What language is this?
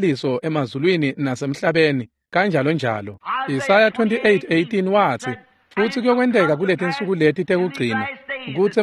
Swati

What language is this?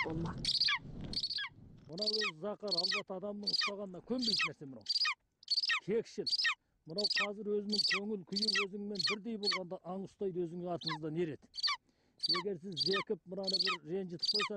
Kazakh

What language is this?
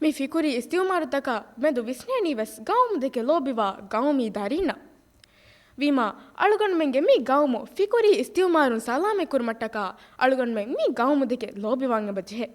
Divehi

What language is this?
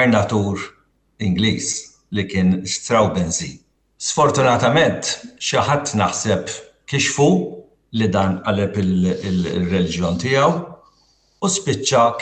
Maltese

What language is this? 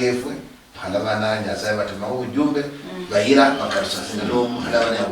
Luyia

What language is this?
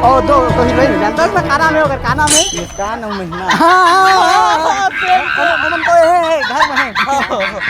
Chhattisgarhi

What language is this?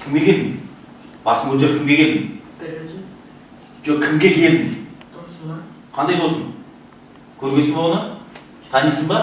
Kazakh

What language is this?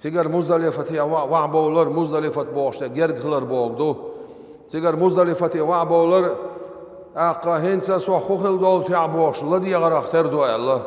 Chechen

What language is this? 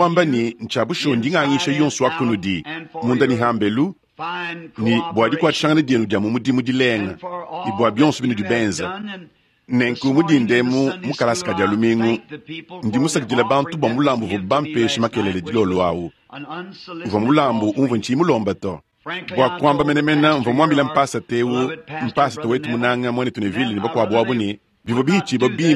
Luba-Lulua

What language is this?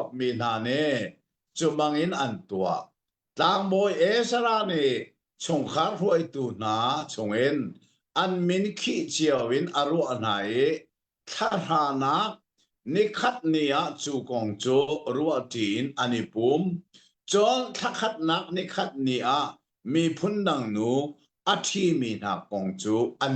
Hakha Chin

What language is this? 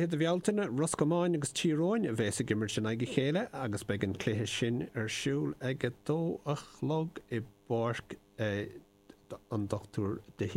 Irish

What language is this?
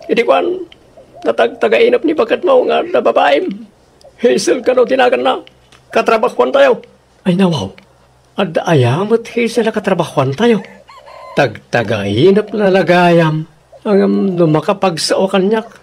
Iloko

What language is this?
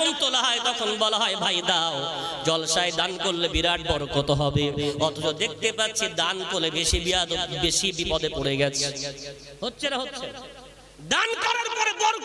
Bangla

